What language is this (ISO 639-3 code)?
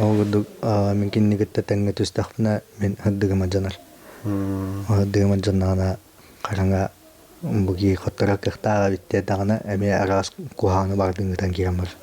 sah